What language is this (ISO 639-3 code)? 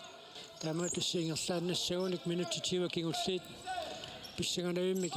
kal